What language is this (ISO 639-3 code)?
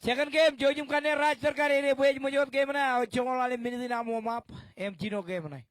mah